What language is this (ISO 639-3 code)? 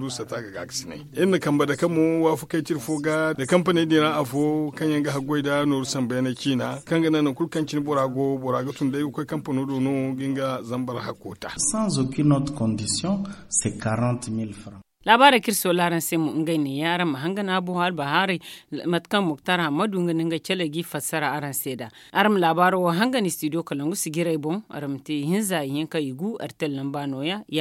dje